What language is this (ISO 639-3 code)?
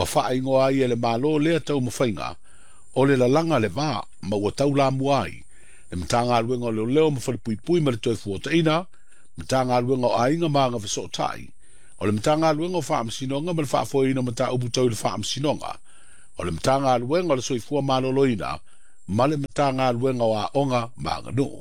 smo